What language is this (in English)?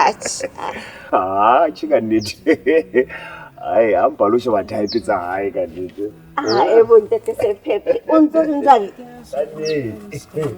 Southern Sotho